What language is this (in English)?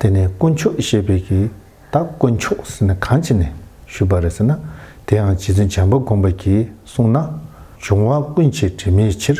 Tibetan